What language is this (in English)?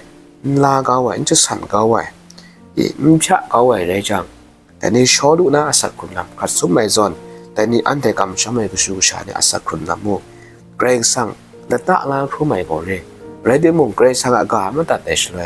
Kachin